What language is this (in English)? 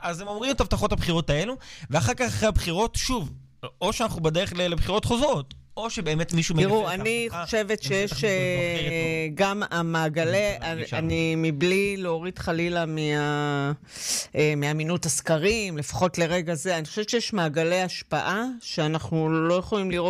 Hebrew